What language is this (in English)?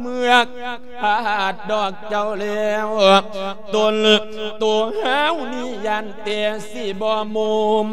Lao